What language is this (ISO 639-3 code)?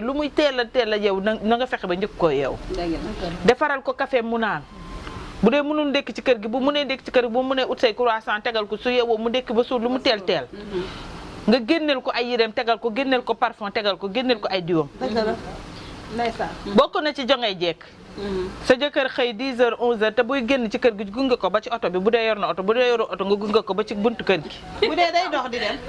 wol